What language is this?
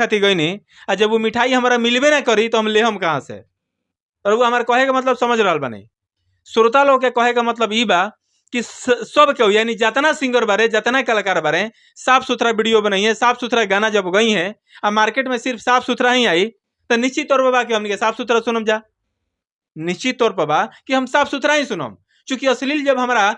Bhojpuri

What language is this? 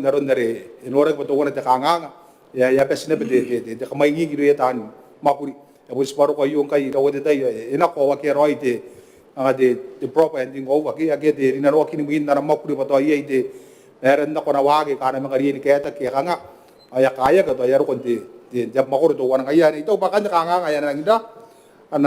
Gilbertese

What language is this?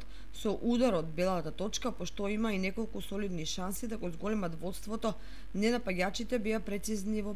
Macedonian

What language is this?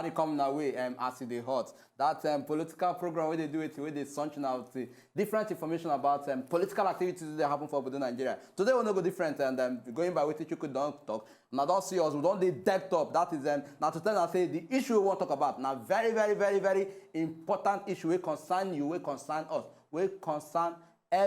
Nigerian Pidgin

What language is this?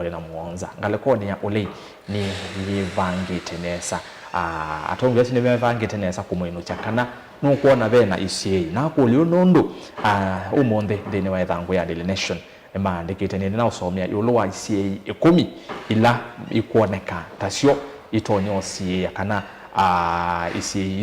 Kamba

